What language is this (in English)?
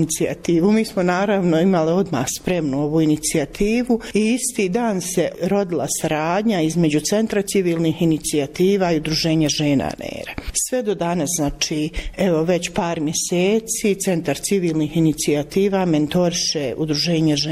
Bosnian